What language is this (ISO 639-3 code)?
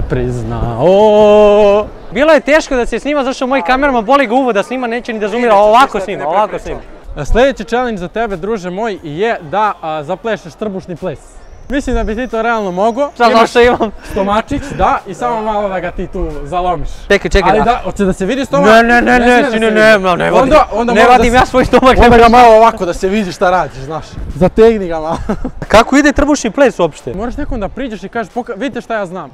srp